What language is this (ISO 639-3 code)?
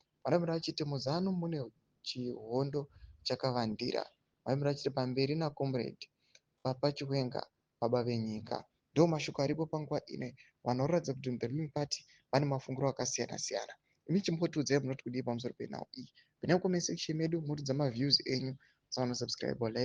sna